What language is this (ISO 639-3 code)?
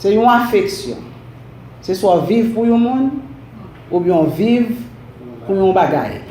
hat